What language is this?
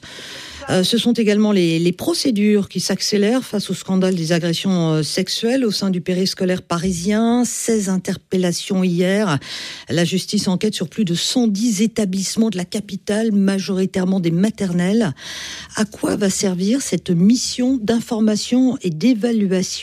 French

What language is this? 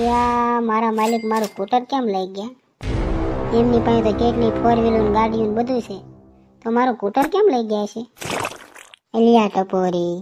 Gujarati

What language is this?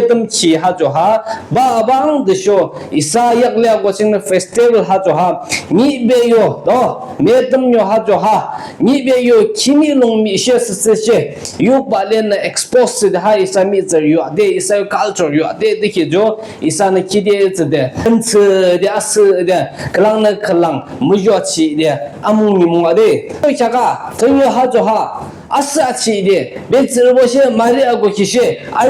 Yimchungru Naga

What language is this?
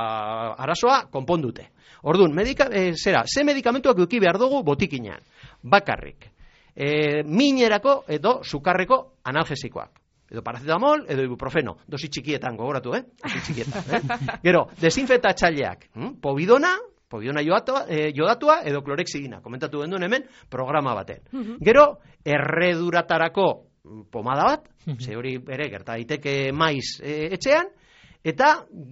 Basque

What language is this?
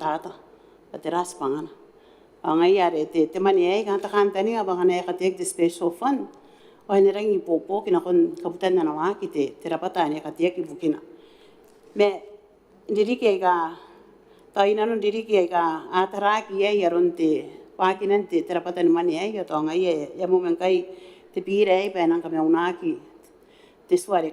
Gilbertese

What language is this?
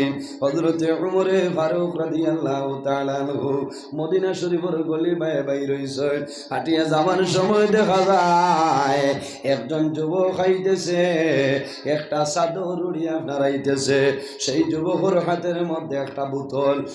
Sylheti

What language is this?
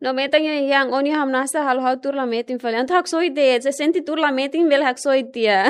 Tetum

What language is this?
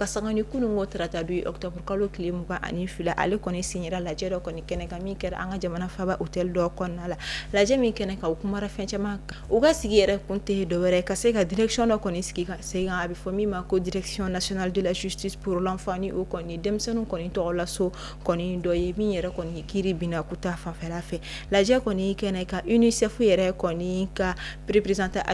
Bambara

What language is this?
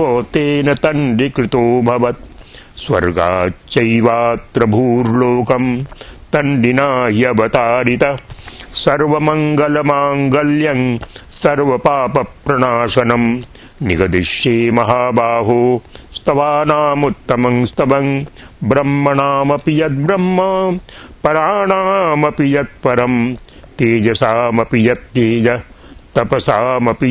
Sanskrit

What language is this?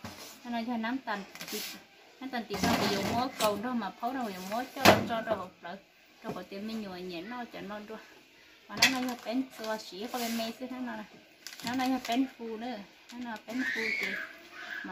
Hmong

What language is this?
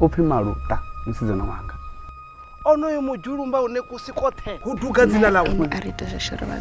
Venda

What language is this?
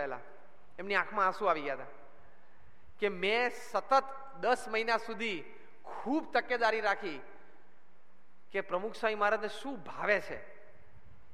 Gujarati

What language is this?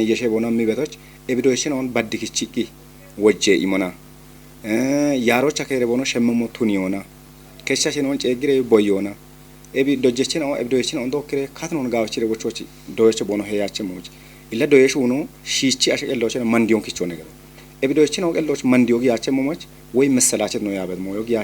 Kafa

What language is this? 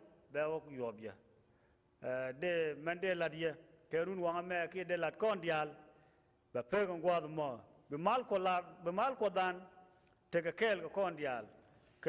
Nuer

